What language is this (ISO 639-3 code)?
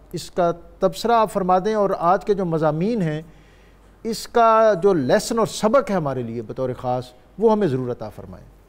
urd